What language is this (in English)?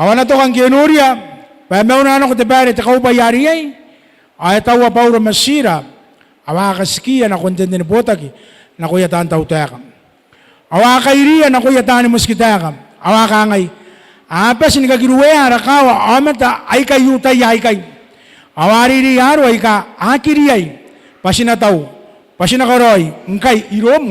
Gilbertese